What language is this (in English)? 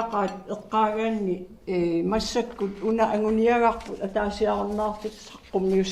Kalaallisut